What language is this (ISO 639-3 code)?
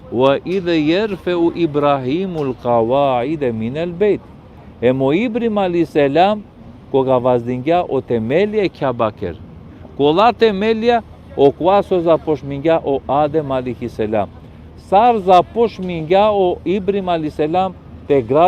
rmn